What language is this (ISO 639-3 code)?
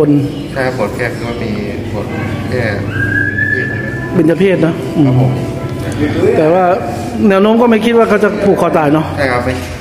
tha